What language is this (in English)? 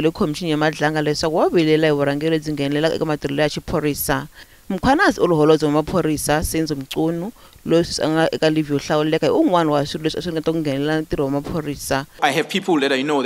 Tsonga